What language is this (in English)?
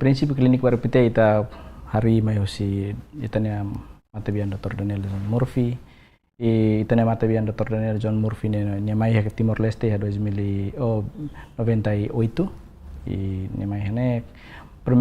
Tetum